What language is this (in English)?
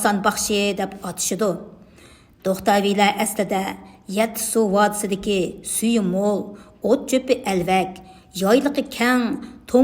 Uyghur